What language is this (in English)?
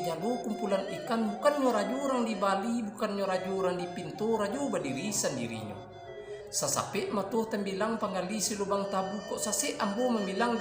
Minangkabau